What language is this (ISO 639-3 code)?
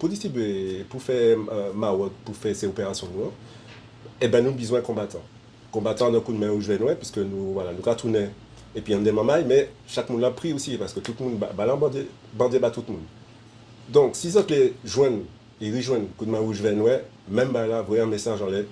gcf